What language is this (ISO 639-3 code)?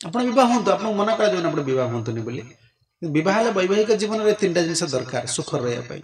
ori